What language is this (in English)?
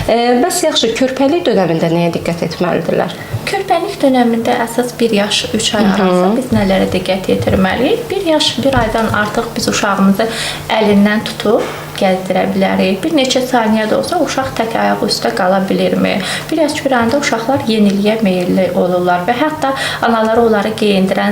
Azerbaijani